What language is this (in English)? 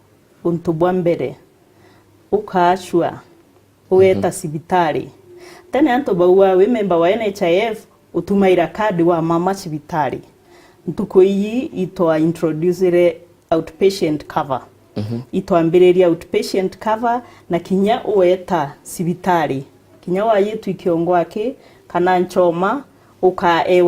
Meru